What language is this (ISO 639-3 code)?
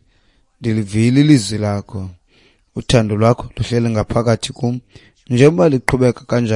xho